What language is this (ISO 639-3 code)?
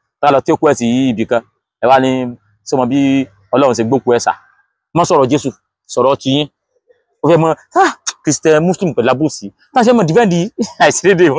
yor